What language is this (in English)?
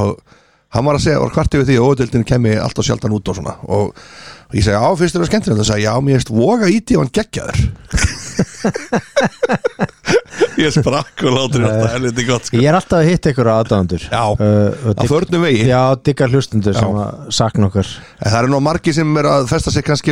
Icelandic